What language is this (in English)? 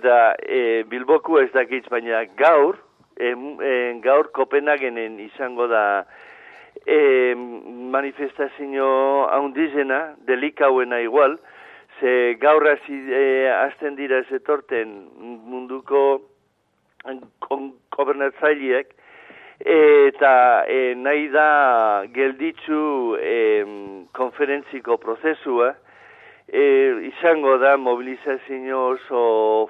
Basque